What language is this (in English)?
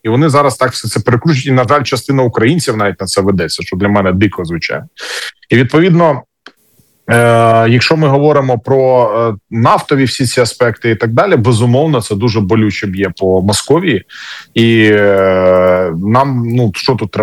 Ukrainian